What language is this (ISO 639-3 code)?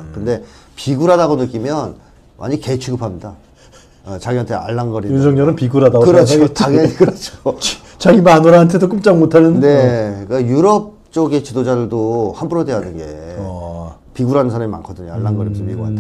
kor